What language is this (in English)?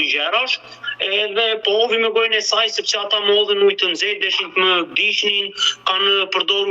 Albanian